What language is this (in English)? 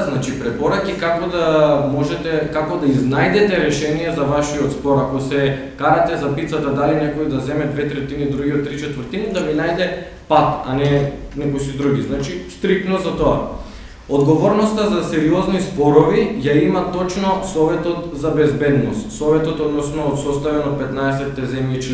Macedonian